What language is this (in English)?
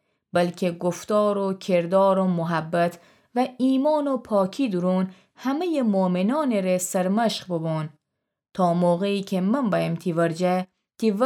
Gilaki